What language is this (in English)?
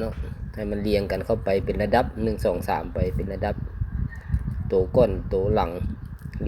Lao